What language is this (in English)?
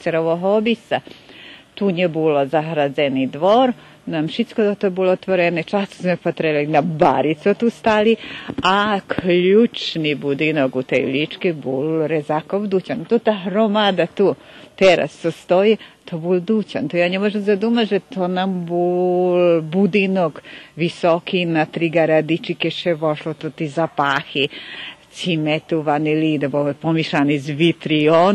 Rusyn